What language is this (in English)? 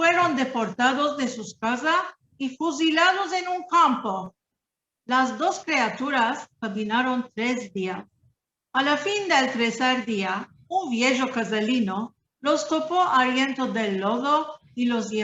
Ladino